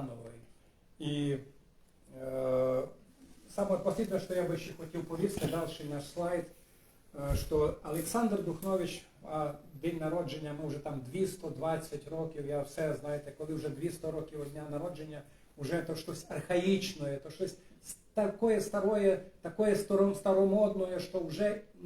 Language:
Rusyn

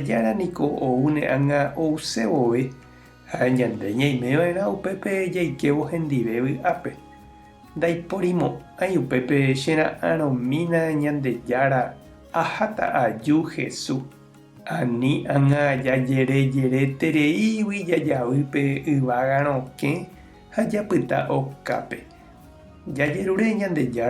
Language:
Guarani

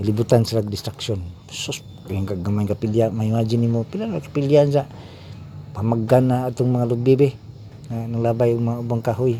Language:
Cebuano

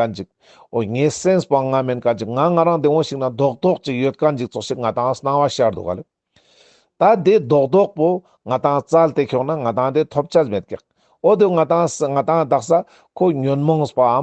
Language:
Ladakhi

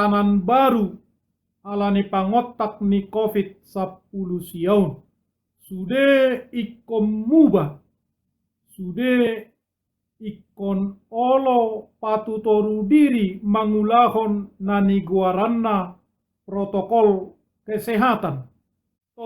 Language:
Batak Toba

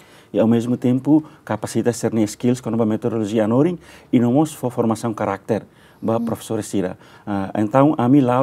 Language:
Tetum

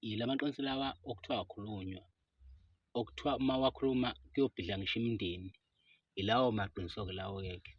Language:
Zulu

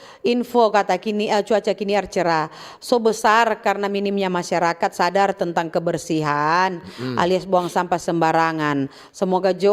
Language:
Manado Malay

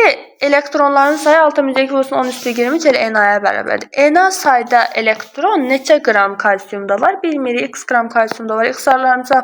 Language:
Azerbaijani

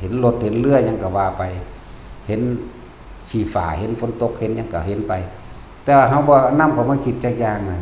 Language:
Northeastern Thai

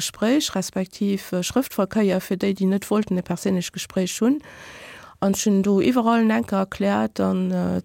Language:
Luxembourgish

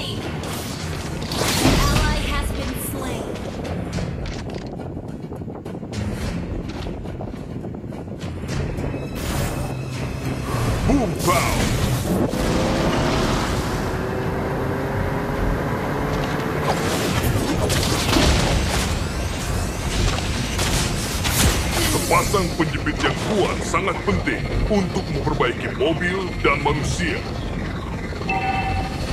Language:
Indonesian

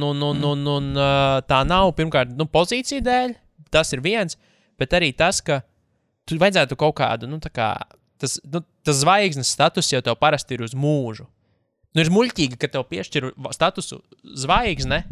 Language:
Latvian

